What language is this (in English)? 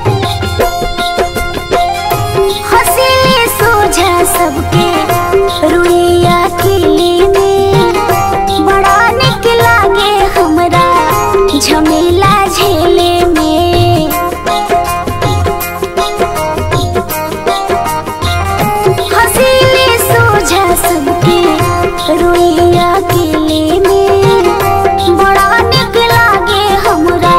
Bhojpuri